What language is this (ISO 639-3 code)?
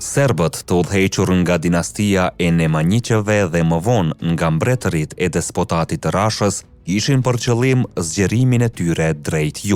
sqi